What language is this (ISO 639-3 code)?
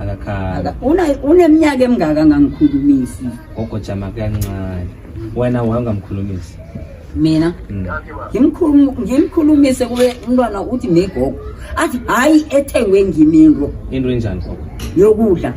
zul